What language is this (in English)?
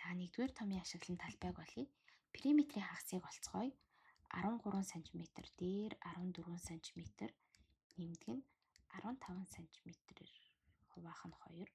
Mongolian